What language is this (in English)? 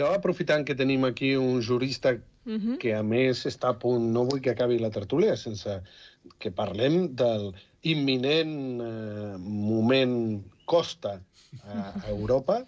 Catalan